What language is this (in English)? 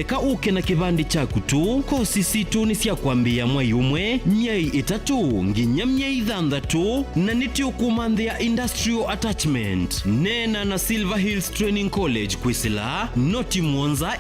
Kamba